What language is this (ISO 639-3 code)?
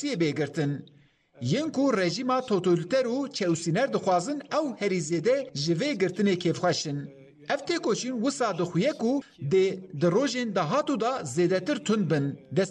kur